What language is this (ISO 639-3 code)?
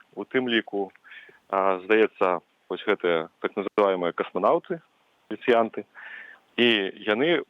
bel